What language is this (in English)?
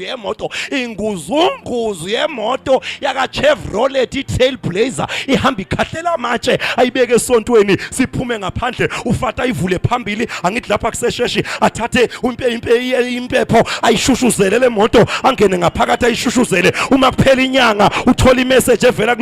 Zulu